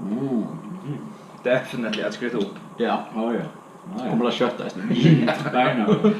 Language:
Faroese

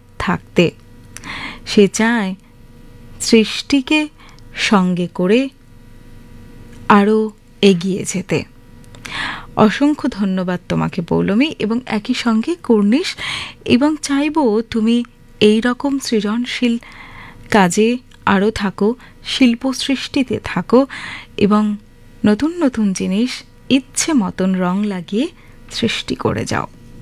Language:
Bangla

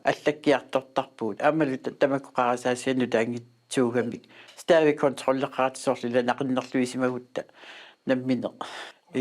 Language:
Kalaallisut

